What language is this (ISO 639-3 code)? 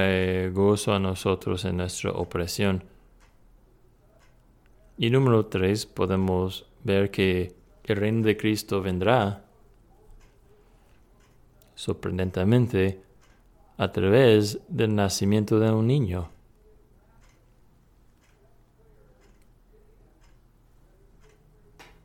spa